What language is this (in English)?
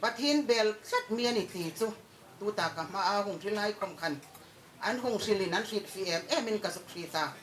Hmar